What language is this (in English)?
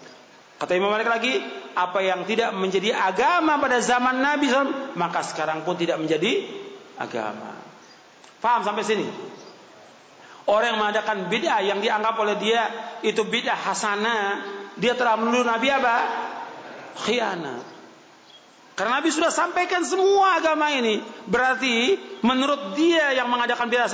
Indonesian